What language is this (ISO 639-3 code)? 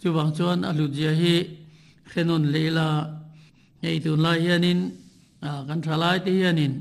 lus